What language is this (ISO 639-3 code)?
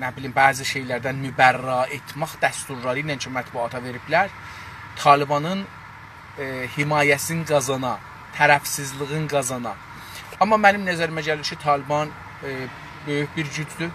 azb